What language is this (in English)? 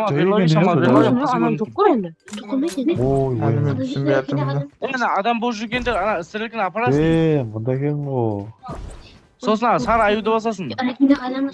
Kara-Kalpak